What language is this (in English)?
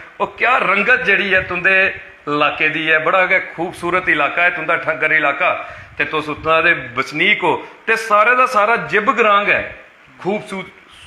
Dogri